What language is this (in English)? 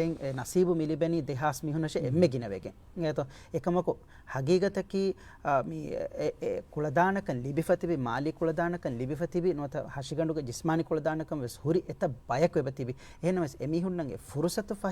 Divehi